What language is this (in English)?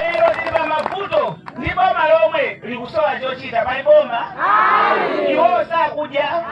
Nyanja